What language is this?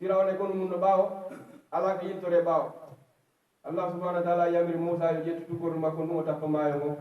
Pular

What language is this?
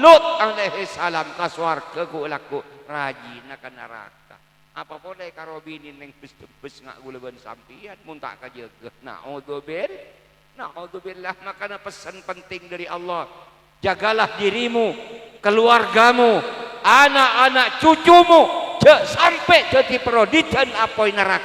Madurese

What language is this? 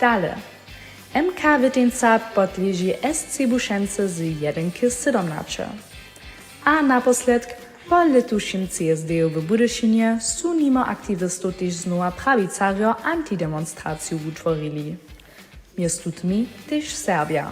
Upper Sorbian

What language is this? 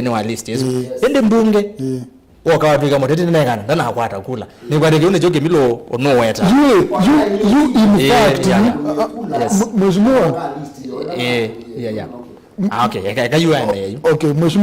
Kamba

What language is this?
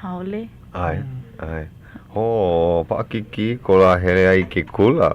Hawaiian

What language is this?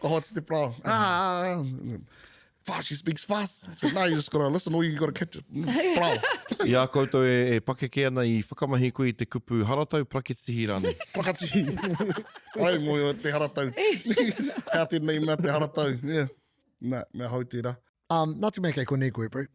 Māori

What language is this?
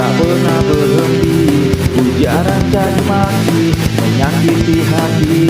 Betawi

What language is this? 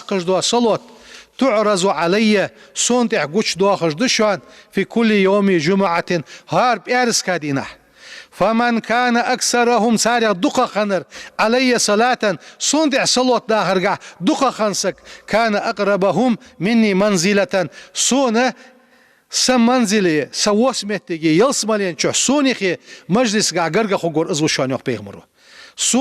Ingush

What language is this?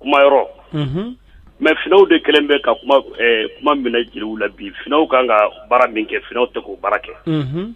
Bambara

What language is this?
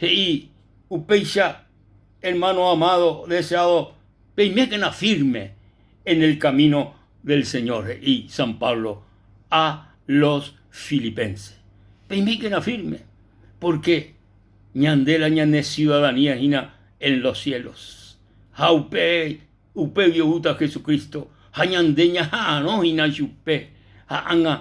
Guarani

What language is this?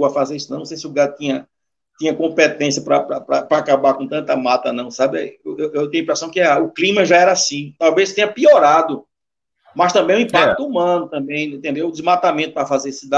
Portuguese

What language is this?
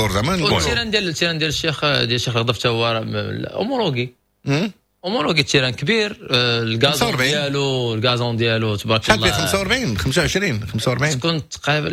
Moroccan Arabic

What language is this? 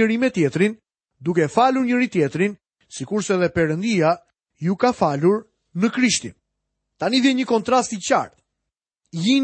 Albanian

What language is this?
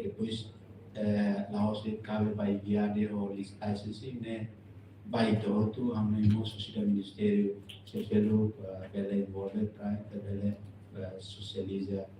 Tetum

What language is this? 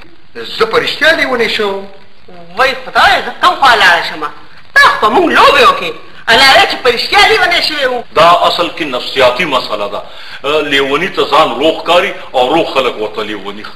Pashto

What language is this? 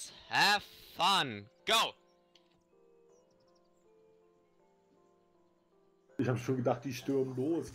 German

